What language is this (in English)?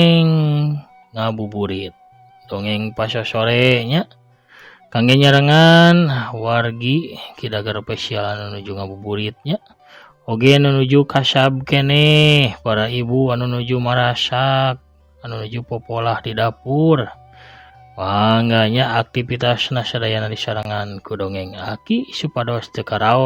Sundanese